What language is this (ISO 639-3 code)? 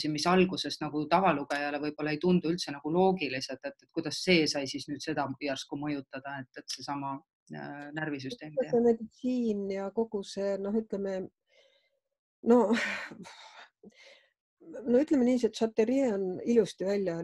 est